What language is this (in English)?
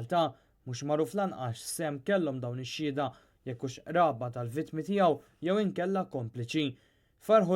Maltese